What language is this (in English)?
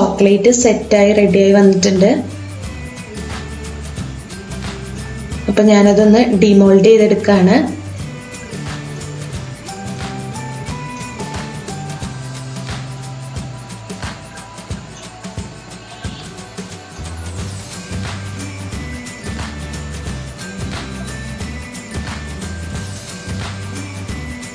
Malayalam